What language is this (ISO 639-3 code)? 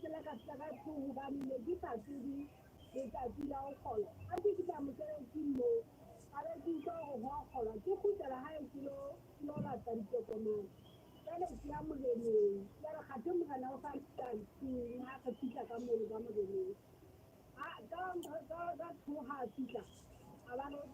sot